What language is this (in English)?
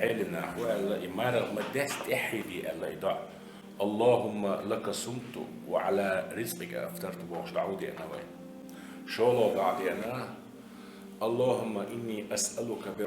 Chechen